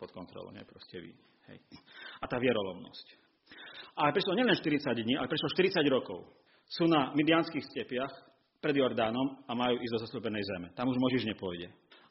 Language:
Slovak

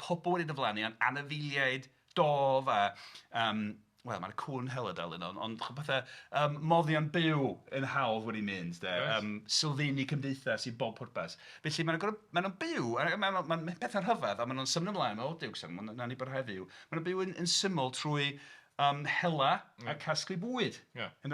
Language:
Welsh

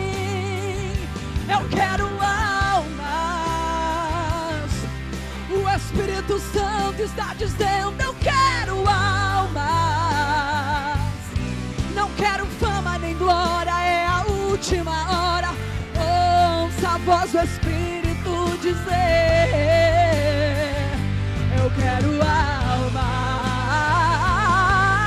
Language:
Portuguese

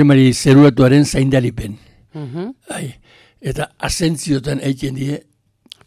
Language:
Basque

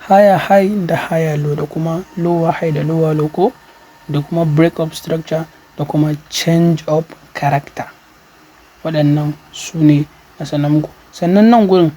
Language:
Hausa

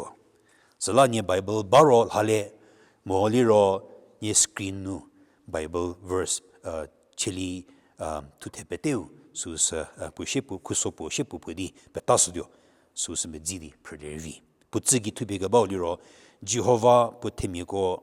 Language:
Angami Naga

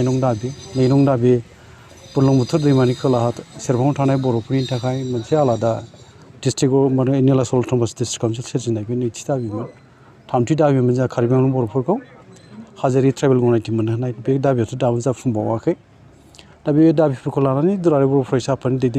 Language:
Bodo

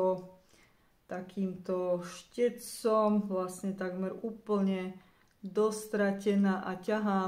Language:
Slovak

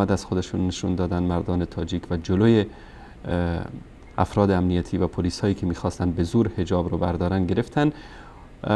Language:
Persian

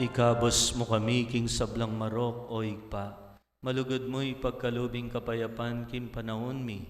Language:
Pampanga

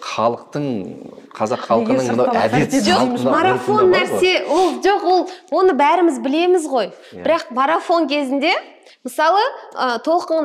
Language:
Kazakh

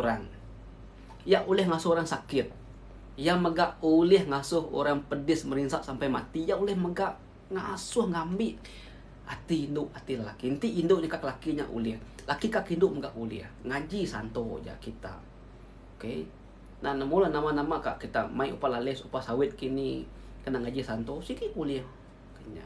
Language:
Iban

